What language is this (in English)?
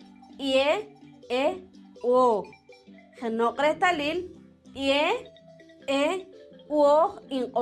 Poqomchi'